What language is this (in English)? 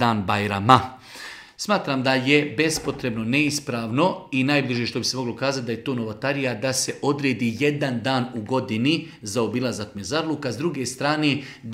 Bosnian